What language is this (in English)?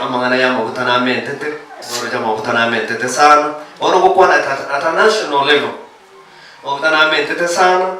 Gusii